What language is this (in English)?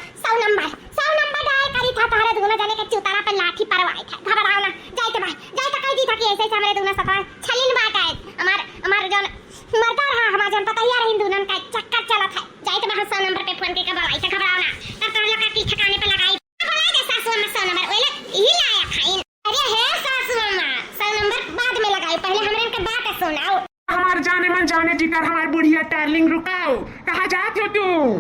Awadhi